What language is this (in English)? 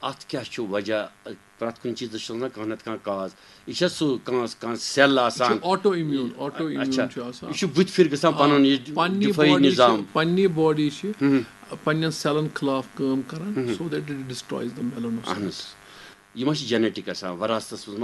Kashmiri